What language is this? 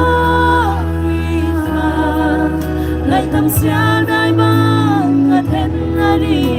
Paite Chin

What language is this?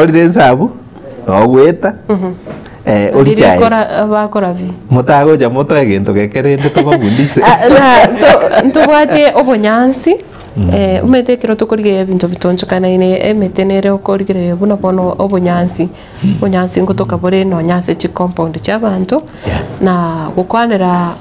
Gusii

